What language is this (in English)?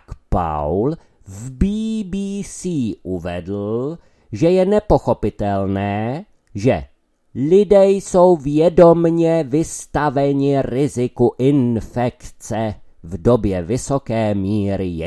Czech